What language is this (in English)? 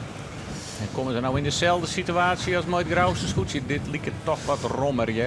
Western Frisian